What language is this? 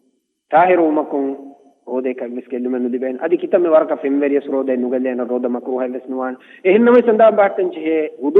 Divehi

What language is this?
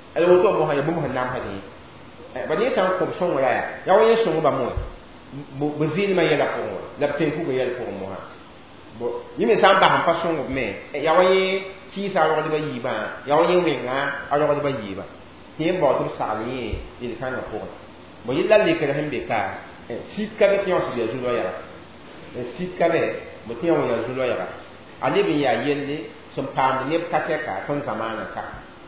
Mossi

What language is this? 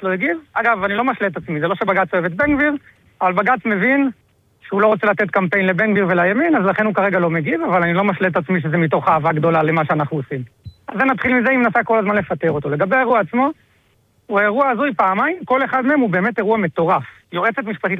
Hebrew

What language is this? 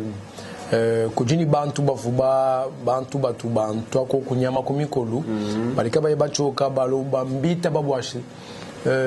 Luba-Lulua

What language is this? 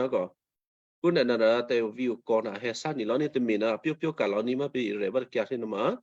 Western Kayah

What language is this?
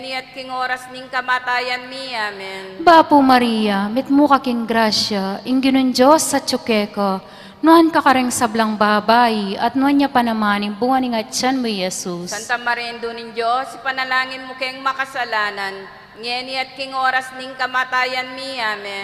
Pampanga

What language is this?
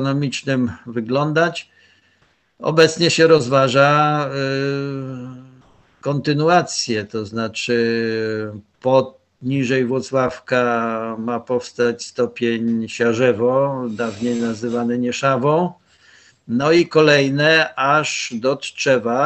Polish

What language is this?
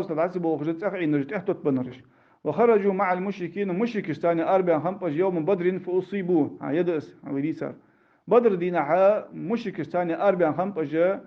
Ingush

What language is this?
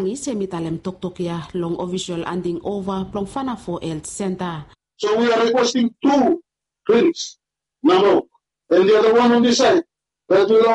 Bislama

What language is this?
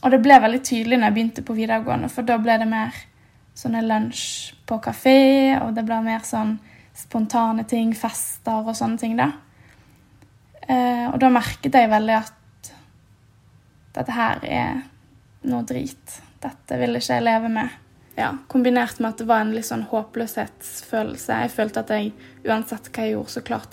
Norwegian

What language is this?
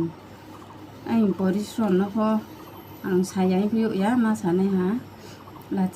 Riang (India)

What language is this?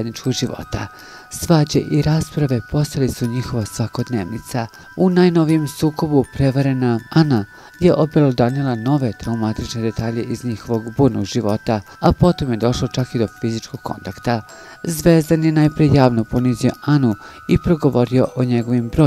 Serbian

